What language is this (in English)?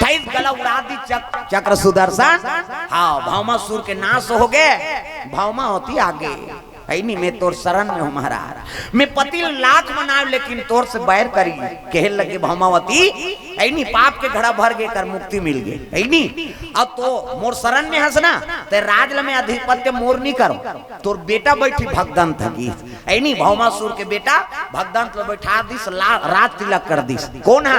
Chhattisgarhi